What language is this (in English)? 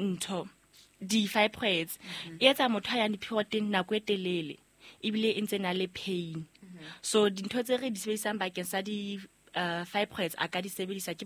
Southern Sotho